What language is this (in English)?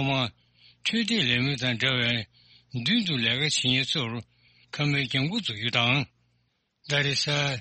Tibetan